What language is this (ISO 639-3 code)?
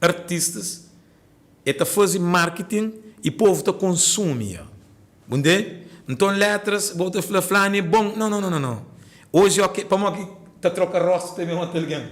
kea